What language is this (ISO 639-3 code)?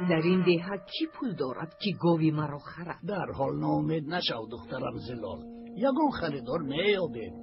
tgk